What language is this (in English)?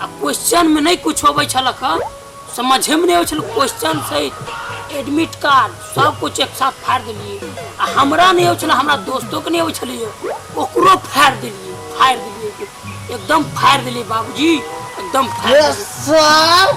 Maithili